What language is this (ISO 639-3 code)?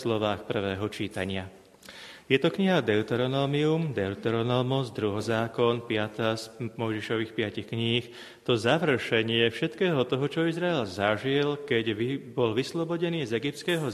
slk